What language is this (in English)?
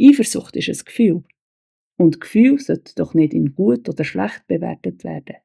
Swiss German